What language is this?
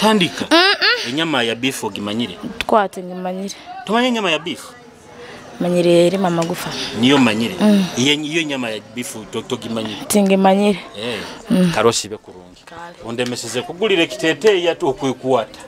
Nyoro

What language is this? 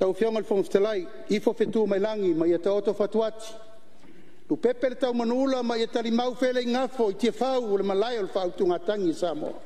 Samoan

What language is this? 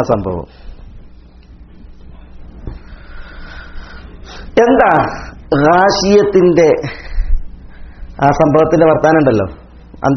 Malayalam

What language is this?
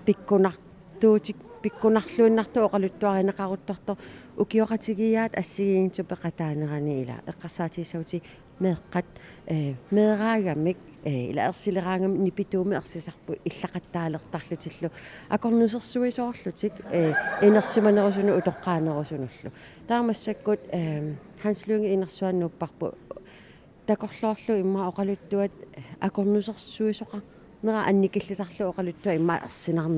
Kalaallisut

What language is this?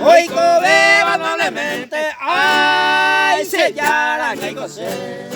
Guarani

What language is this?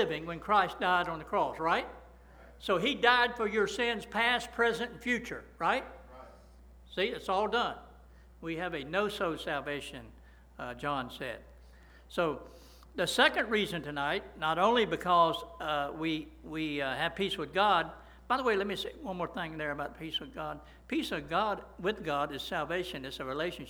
English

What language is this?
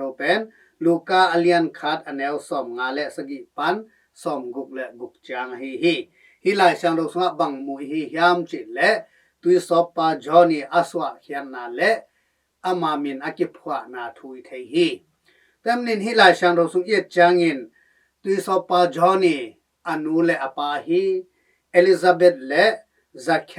Tedim Chin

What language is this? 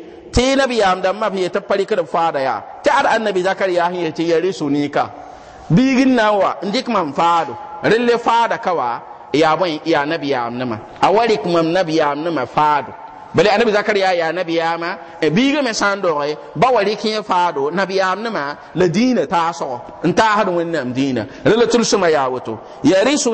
Mossi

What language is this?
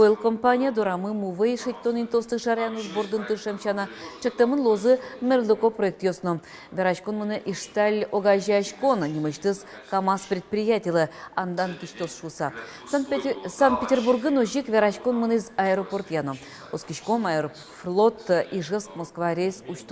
Udmurt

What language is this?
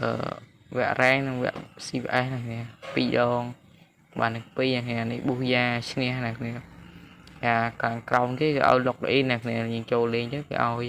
Khmer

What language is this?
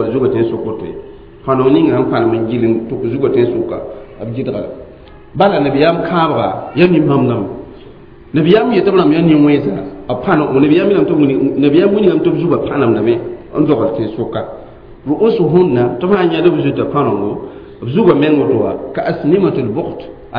Mossi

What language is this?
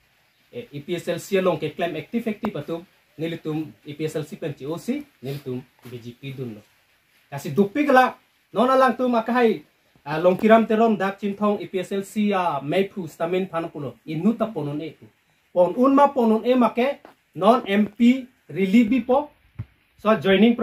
Karbi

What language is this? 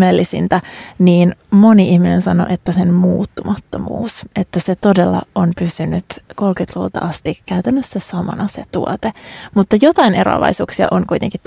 Finnish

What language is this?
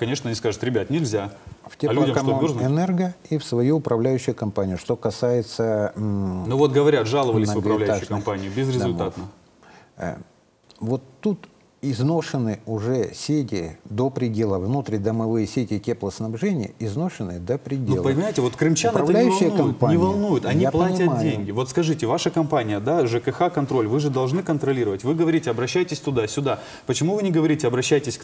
Russian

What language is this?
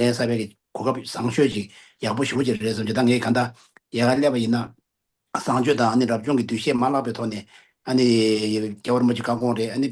Tibetan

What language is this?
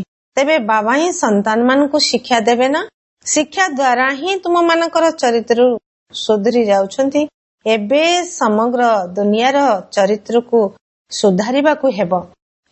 Odia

